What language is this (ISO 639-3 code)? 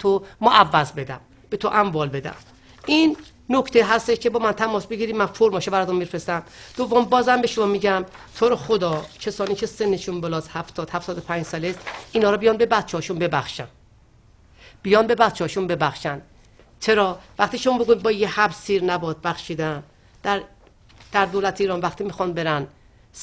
fas